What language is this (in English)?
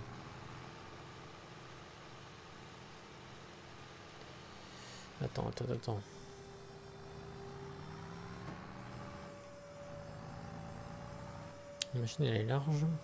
French